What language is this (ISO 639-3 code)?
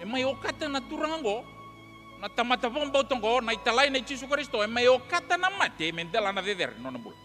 fij